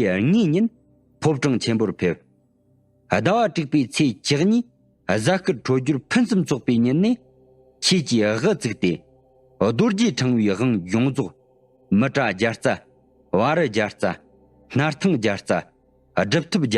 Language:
Tibetan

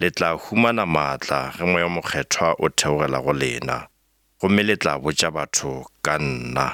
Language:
Northern Sotho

